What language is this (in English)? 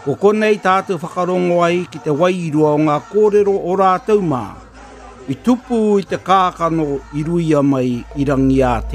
Māori